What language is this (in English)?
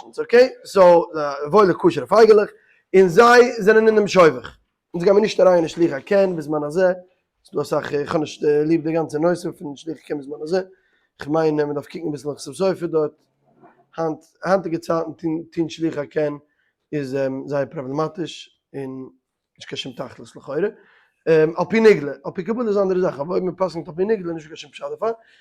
Yiddish